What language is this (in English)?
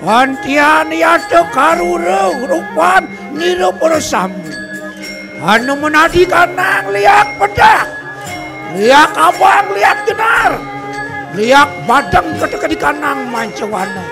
Balinese